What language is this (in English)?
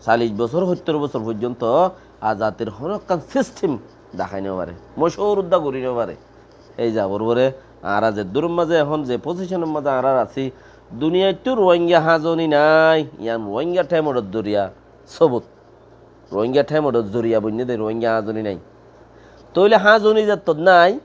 Rohingya